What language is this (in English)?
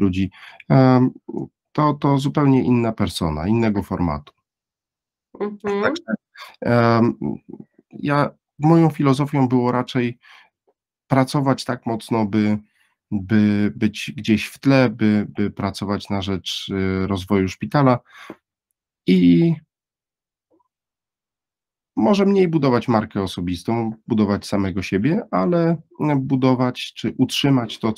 Polish